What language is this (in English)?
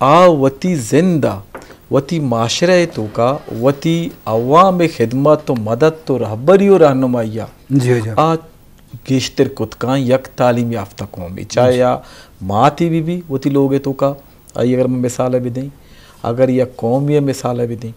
Eastern Balochi